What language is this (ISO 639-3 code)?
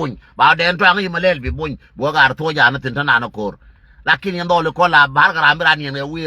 nus